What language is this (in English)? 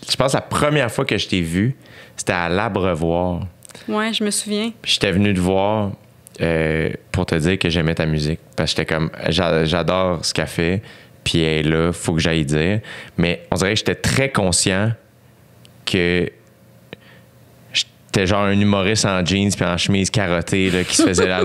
French